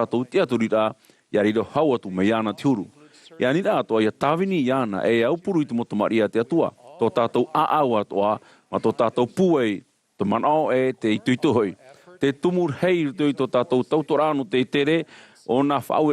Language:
Tahitian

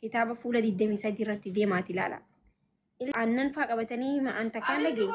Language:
Oromo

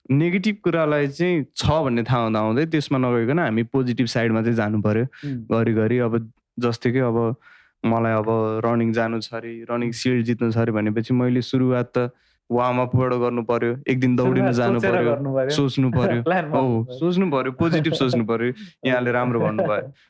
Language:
Nepali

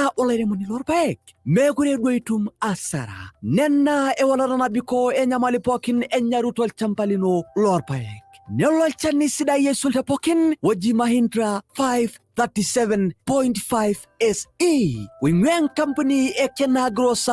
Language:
Masai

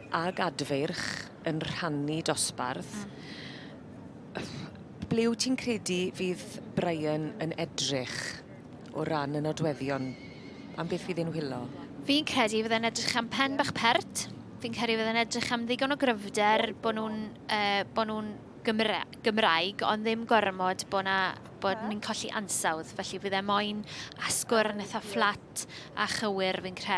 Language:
Welsh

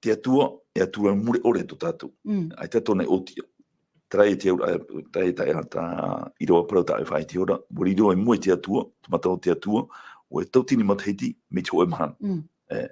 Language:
Tahitian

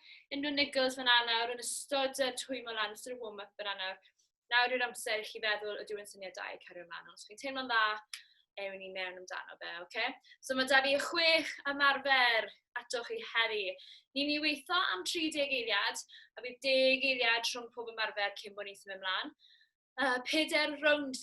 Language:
Welsh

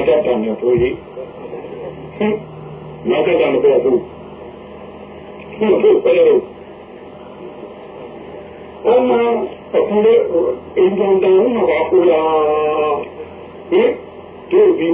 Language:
Burmese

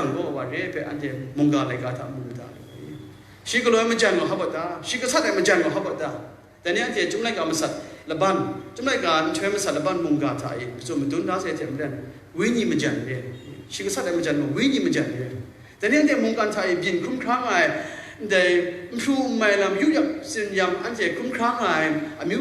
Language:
Kachin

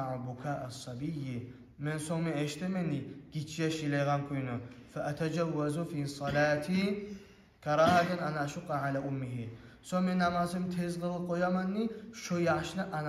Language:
Kumyk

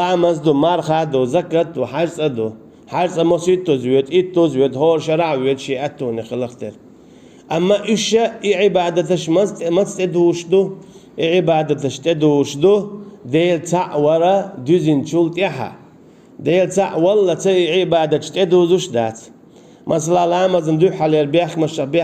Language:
Chechen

